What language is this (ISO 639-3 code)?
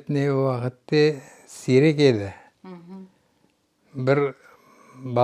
crh